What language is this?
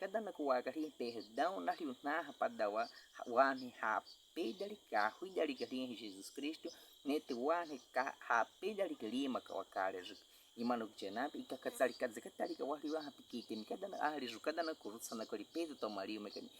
Baniwa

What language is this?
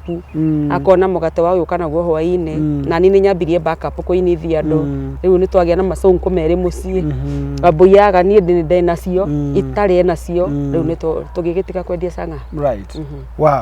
Kikuyu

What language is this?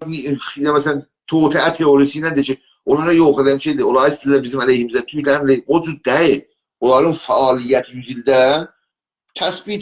South Azerbaijani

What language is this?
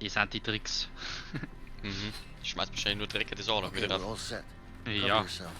Bavarian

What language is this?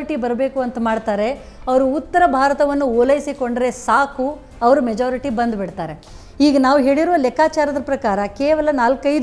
Kannada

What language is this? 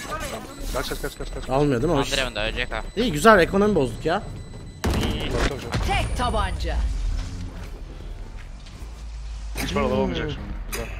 Turkish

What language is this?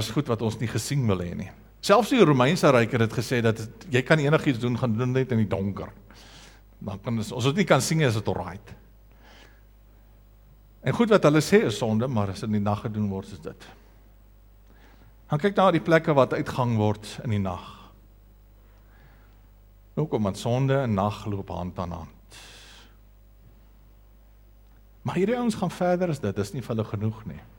Afrikaans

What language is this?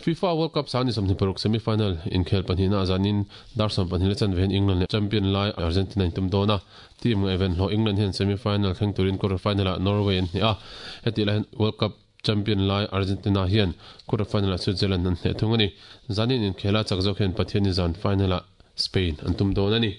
Mizo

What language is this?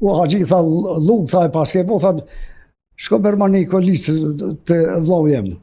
Albanian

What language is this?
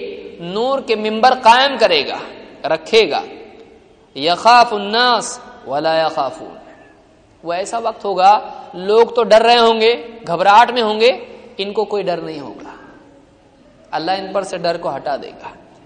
Urdu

